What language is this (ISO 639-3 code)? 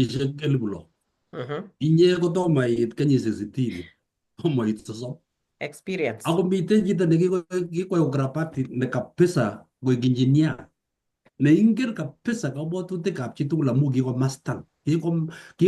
kln